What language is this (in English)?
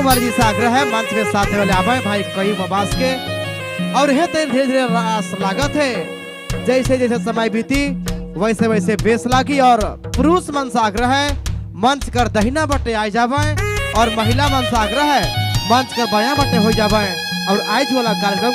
Sadri